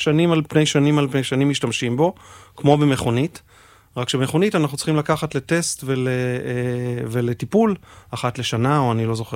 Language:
Hebrew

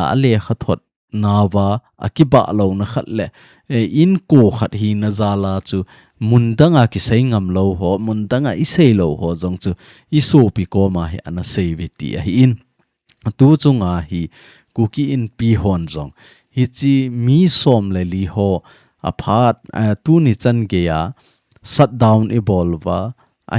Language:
Thado Chin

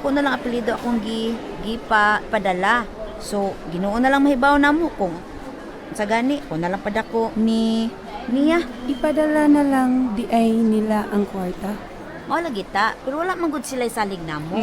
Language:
Cebuano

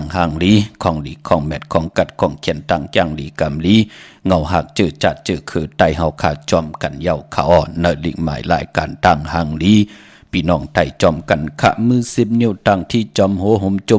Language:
Shan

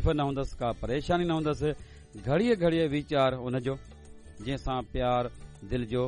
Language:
Sindhi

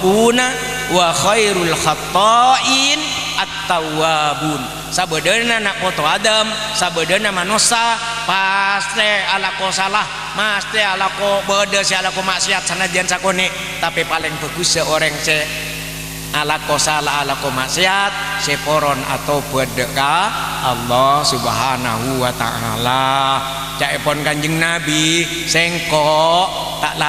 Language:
Madurese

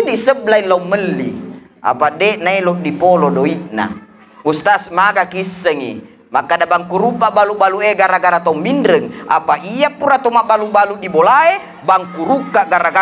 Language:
Buginese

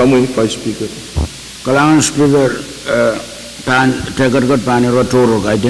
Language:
Pohnpeian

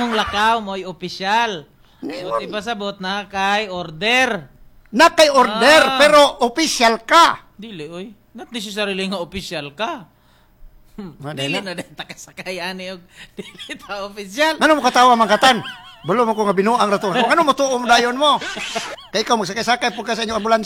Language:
Cebuano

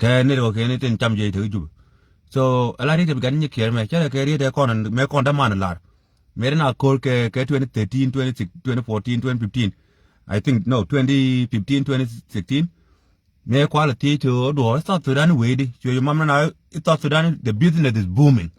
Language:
Nuer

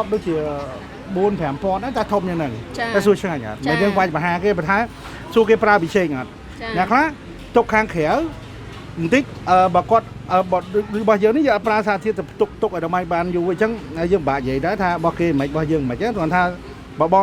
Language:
Khmer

